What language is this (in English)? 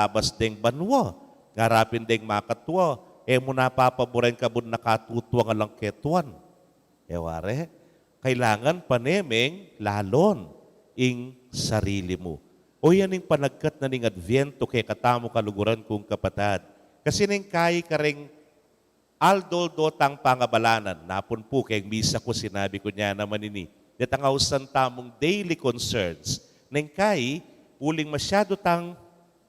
Pampanga